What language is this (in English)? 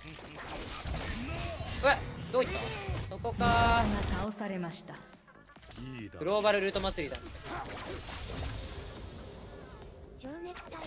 Japanese